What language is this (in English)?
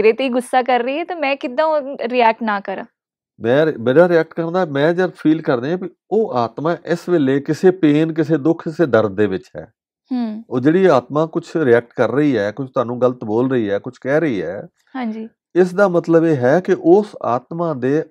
Punjabi